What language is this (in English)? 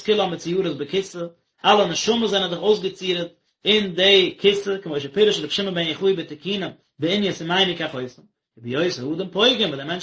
Yiddish